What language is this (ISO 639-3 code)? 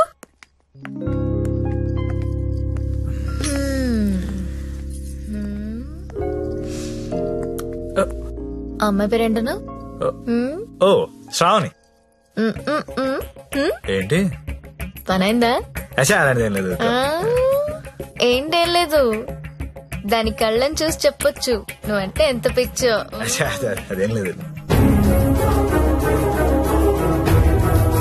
tel